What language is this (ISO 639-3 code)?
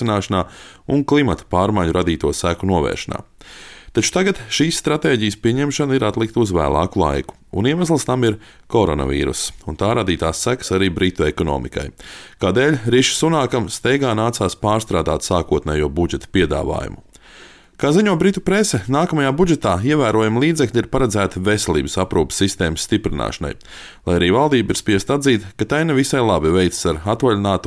lav